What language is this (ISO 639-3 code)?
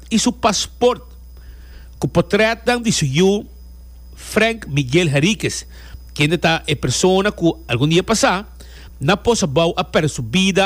pap